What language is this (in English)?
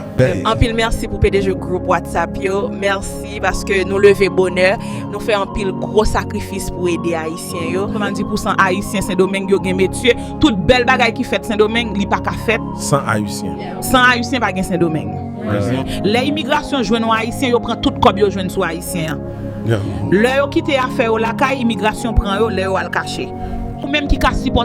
Haitian Creole